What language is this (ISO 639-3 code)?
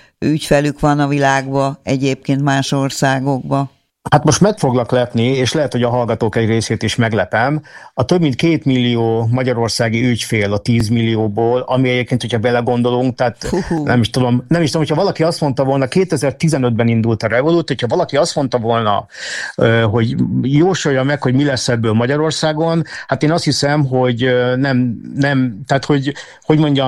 hun